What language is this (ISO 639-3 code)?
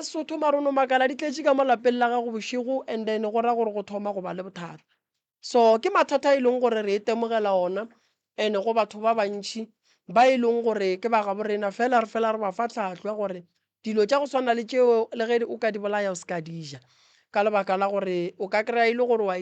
nso